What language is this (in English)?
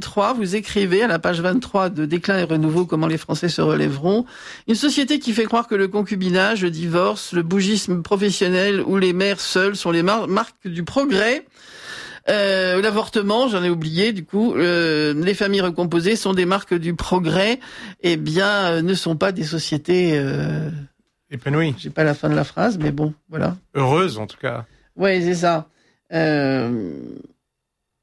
French